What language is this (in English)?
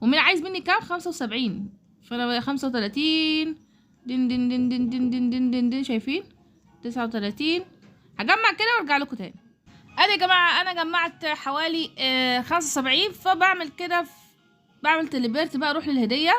Egyptian Arabic